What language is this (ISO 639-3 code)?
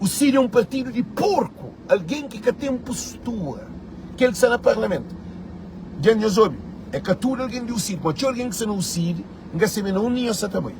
kea